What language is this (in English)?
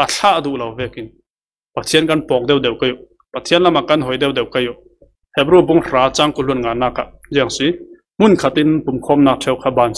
Falam Chin